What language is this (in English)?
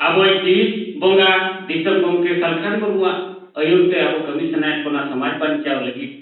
Santali